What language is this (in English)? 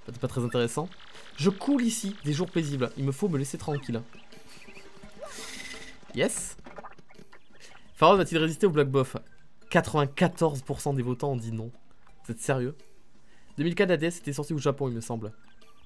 French